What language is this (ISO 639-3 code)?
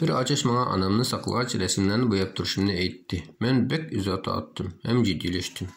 uig